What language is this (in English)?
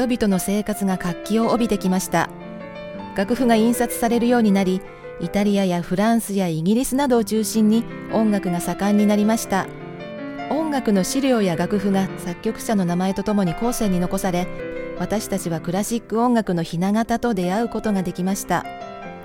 Japanese